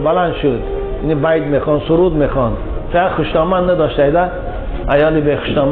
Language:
Tajik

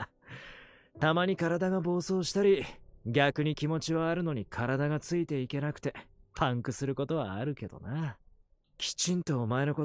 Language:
Japanese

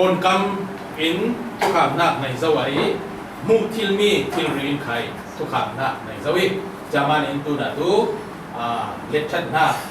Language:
Falam Chin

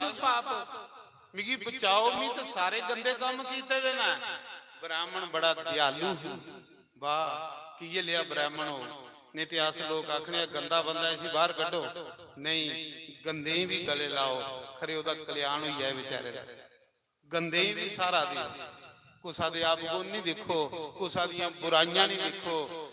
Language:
Dogri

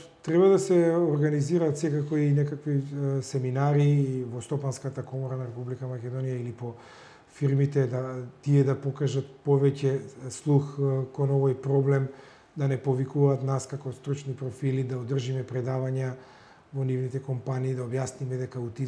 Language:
Macedonian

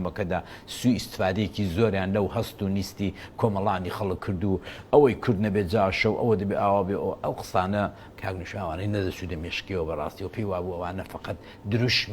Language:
Central Kurdish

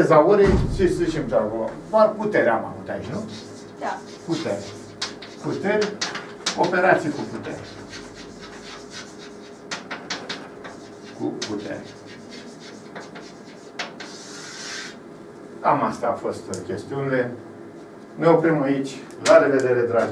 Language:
Romanian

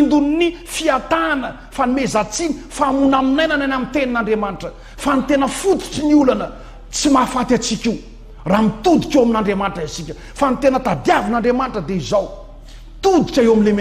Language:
Malagasy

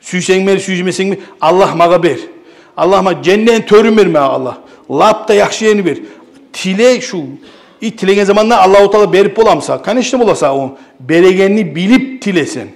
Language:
Kumyk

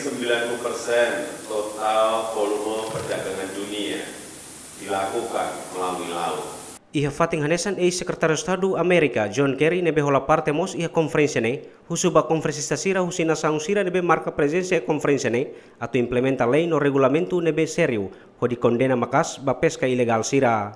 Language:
Tetum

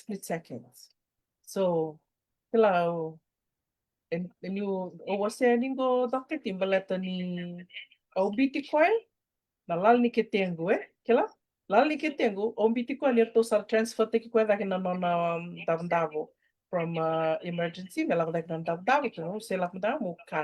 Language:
Fijian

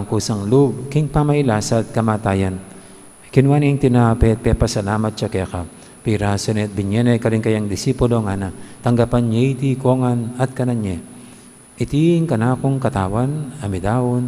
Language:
Pampanga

